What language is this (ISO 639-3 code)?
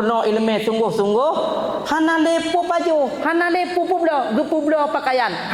ace